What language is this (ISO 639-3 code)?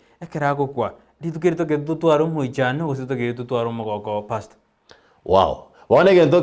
guz